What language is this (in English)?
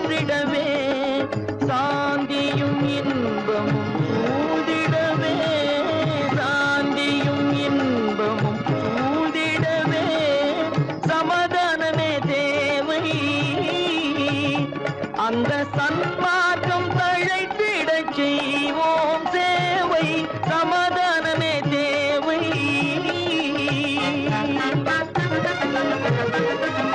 Tamil